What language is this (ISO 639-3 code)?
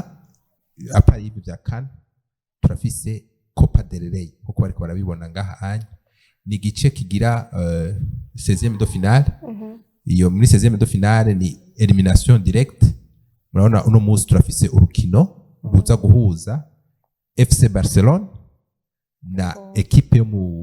run